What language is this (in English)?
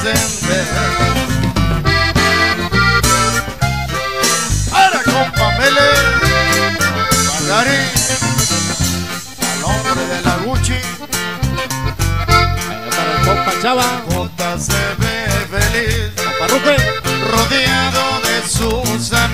Spanish